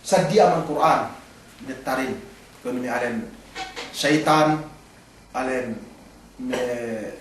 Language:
Yakan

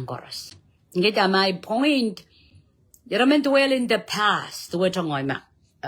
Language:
Pohnpeian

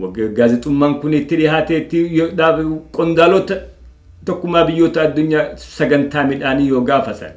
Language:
Oromo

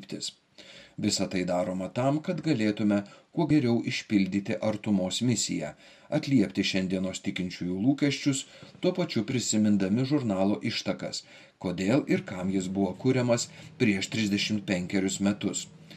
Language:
Lithuanian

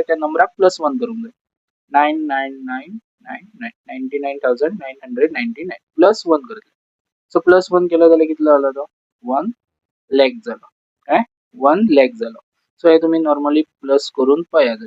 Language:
Konkani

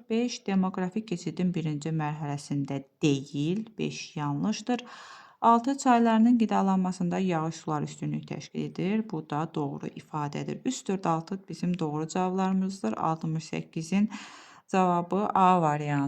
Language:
Azerbaijani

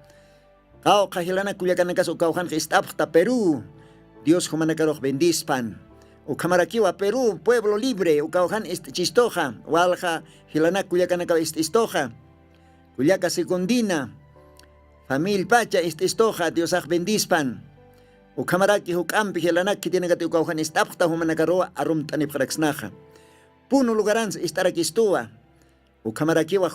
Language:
Aymara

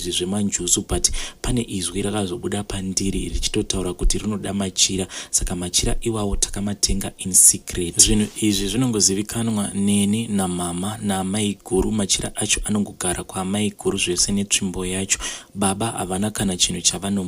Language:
Shona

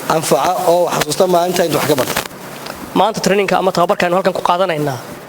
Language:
Somali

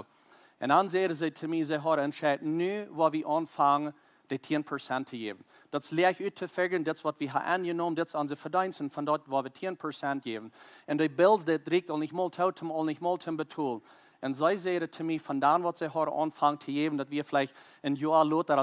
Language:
Plautdietsch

